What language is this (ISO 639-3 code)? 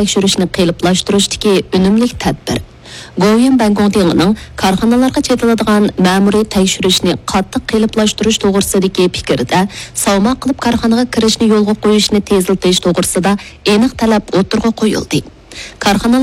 uig